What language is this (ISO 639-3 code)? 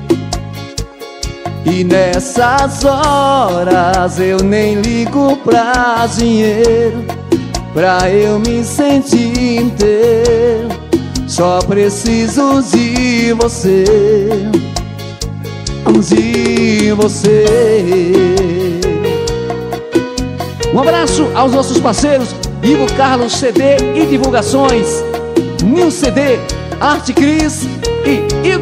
por